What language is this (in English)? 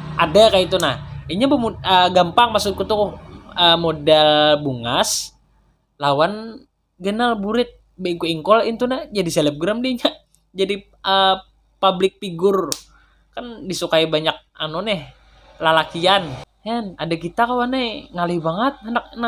Banjar